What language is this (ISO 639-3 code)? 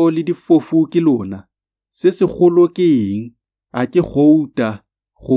tsn